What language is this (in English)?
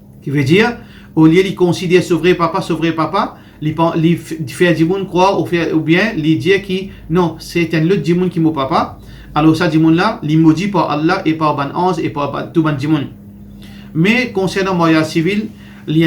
Morisyen